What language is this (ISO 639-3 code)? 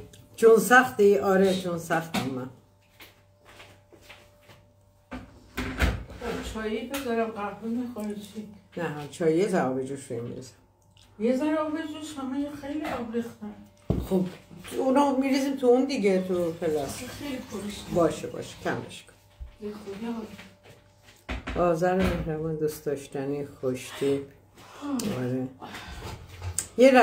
fas